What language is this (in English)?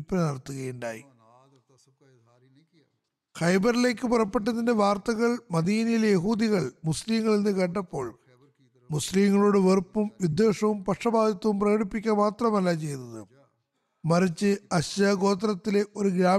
Malayalam